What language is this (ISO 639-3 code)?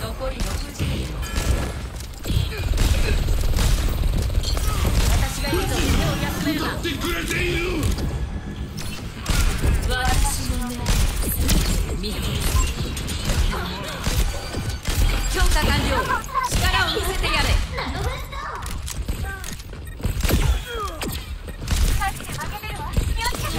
jpn